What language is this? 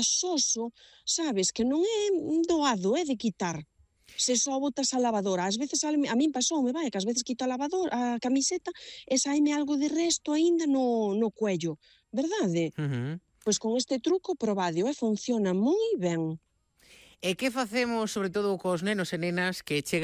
Galician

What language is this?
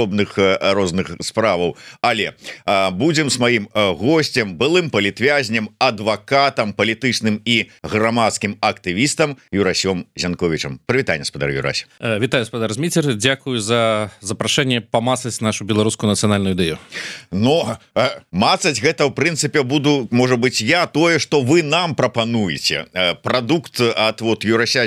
Belarusian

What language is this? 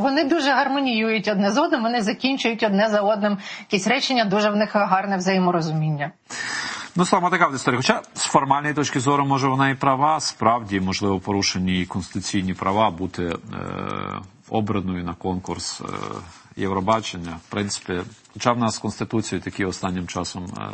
Ukrainian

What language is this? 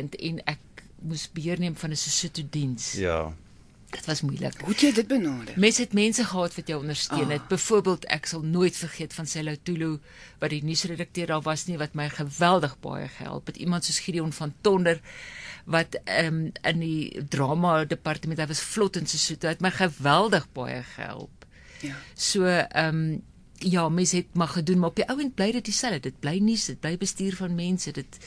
Afrikaans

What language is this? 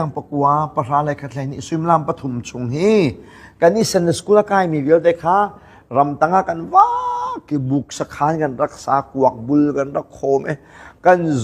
Hakha Chin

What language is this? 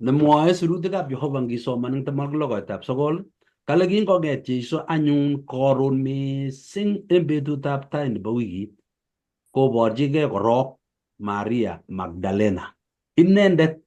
Kalenjin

